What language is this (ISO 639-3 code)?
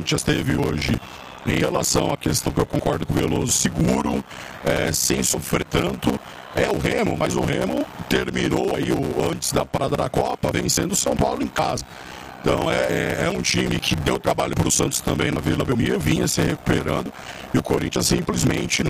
por